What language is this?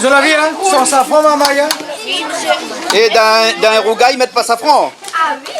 Réunion Creole French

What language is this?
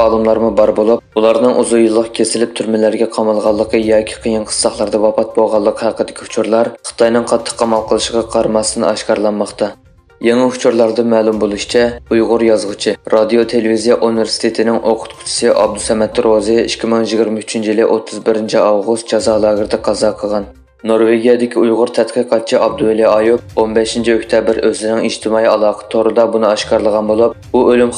Uyghur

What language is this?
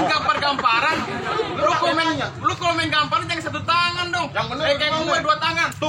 Betawi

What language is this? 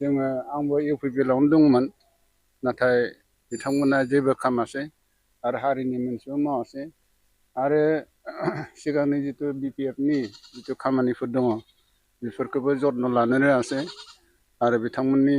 Bodo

